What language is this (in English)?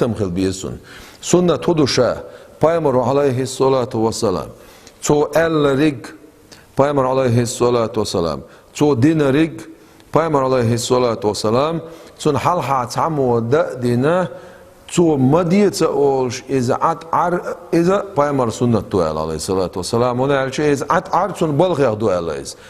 Chechen